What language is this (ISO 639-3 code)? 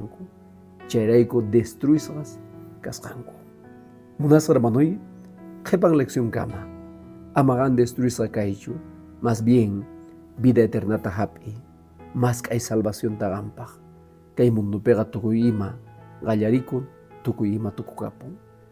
que